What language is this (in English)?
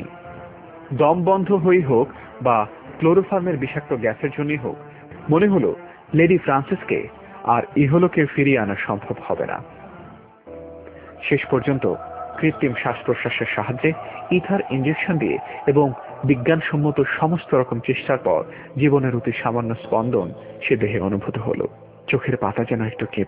Bangla